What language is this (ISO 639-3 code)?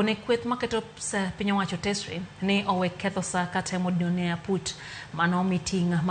luo